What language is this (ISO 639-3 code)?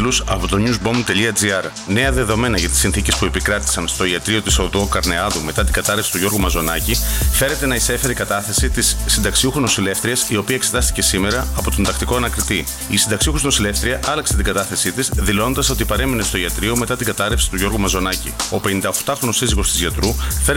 ell